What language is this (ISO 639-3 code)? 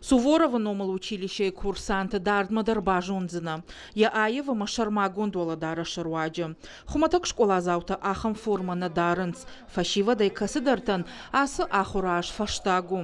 oss